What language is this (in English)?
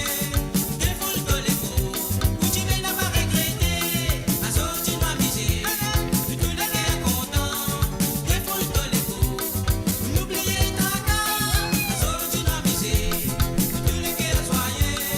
Morisyen